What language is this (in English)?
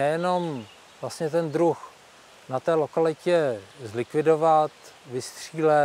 Czech